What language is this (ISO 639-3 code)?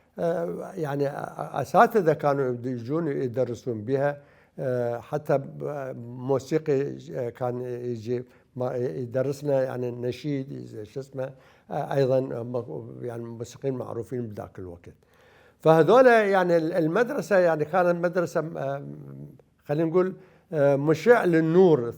acm